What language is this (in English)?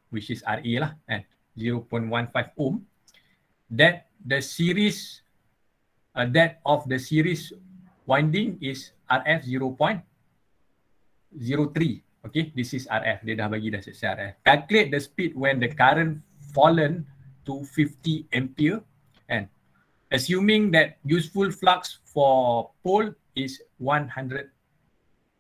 Malay